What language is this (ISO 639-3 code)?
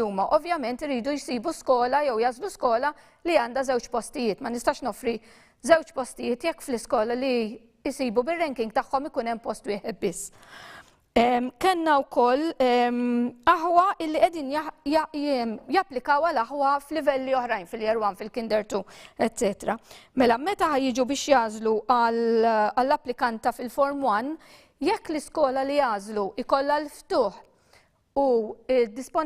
mlt